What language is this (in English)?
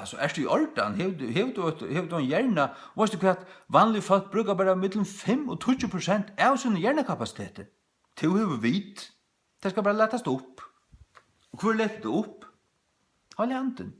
Faroese